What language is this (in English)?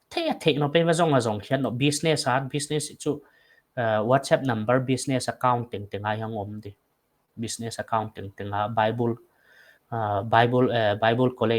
Paite Chin